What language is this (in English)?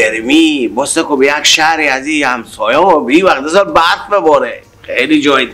Persian